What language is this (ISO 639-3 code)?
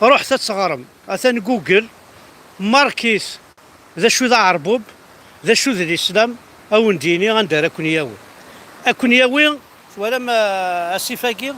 kab